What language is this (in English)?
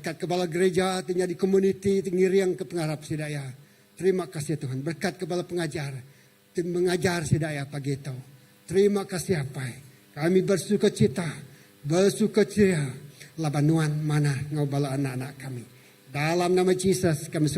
Iban